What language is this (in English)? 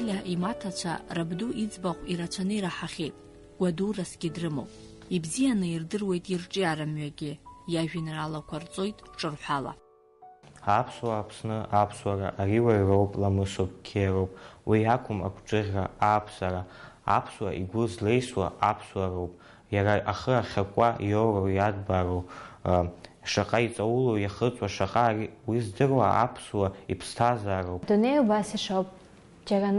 Abkhazian